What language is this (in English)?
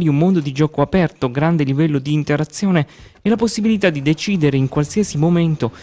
Italian